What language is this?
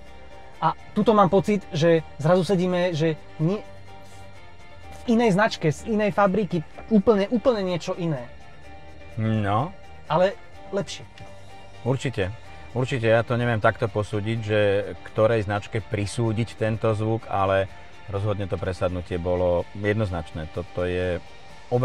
Slovak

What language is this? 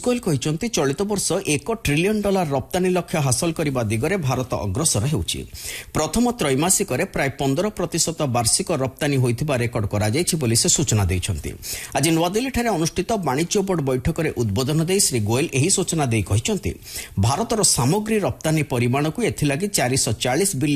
Odia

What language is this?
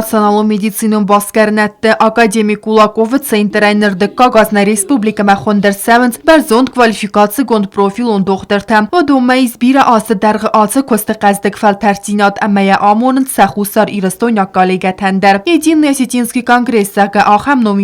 Ossetic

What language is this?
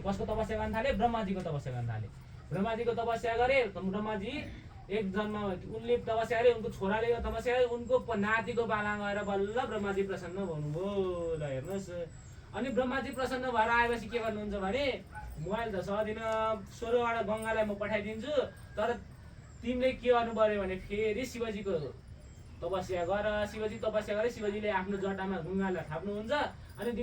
Nepali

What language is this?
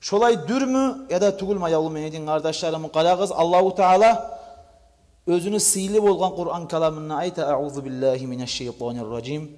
Kumyk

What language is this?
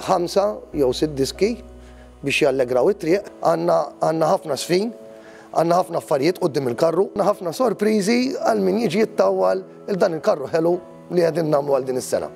Maltese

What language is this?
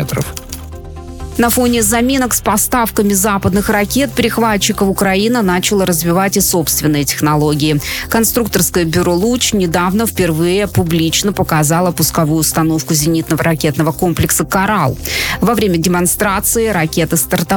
Russian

